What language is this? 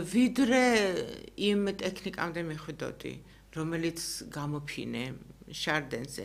Georgian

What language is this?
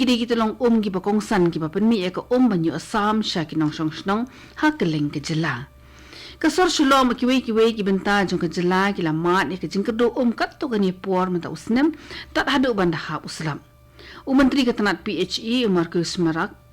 Khasi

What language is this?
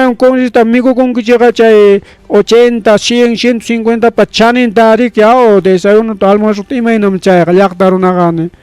Ayacucho Quechua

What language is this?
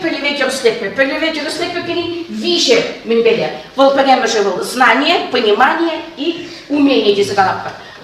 Chuvash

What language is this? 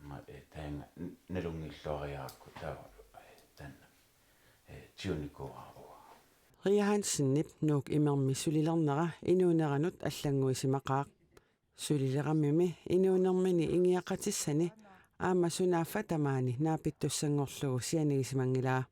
Kalaallisut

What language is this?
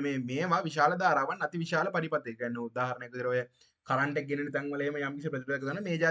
Sinhala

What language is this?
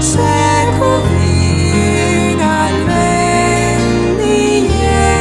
Friulian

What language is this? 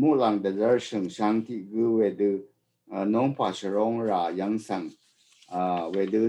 Rawang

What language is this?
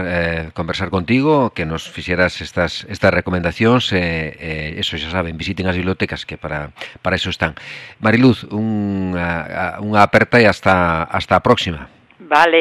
Galician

